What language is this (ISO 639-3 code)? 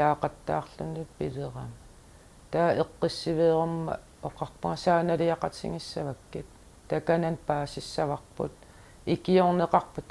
kal